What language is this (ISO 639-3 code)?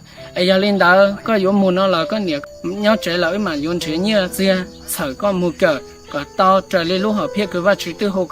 hmn